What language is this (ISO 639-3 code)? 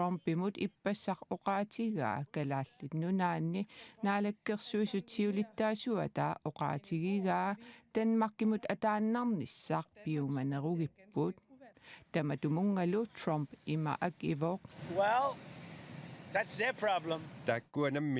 kal